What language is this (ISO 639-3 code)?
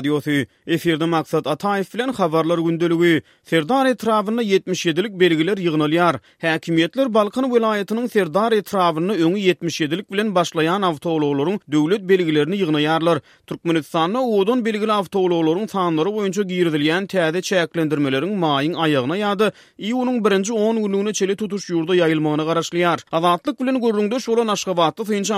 tuk